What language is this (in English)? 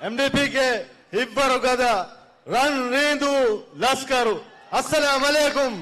Divehi